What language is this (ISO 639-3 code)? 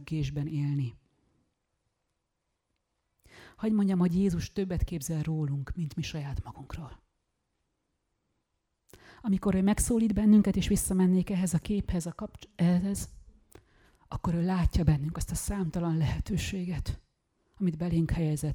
hun